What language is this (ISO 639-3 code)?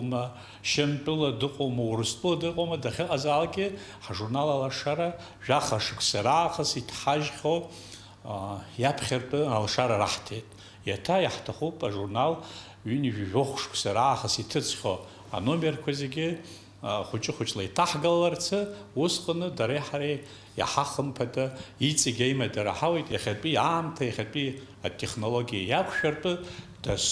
abk